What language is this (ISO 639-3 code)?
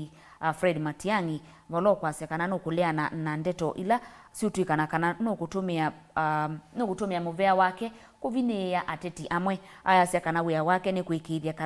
kam